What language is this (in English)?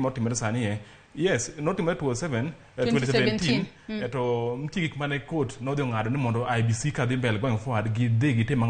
Luo (Kenya and Tanzania)